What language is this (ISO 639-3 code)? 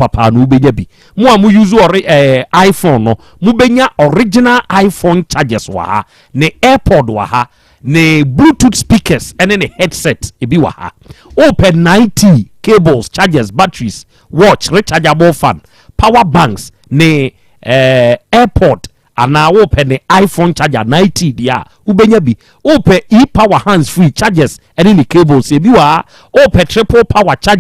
aka